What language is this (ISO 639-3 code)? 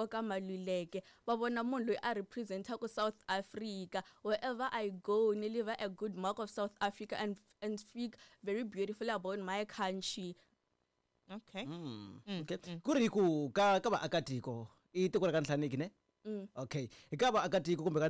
tso